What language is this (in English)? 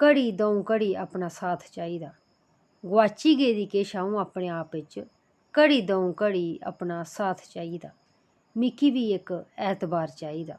Dogri